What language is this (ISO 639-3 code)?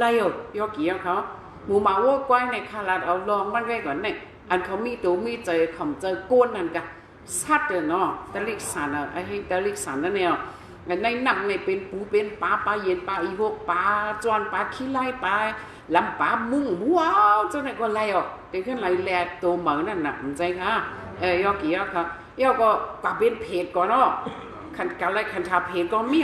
shn